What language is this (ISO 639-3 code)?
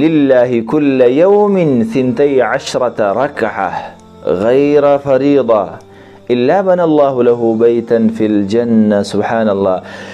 pus